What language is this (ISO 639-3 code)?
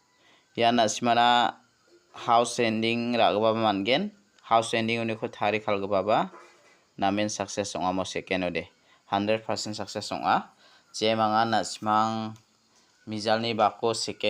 grt